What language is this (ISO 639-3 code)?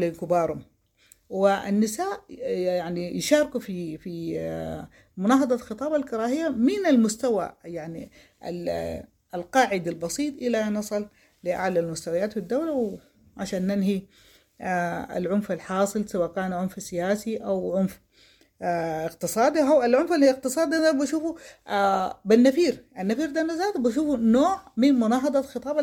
apd